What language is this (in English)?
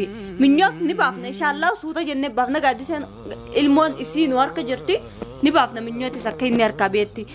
Oromo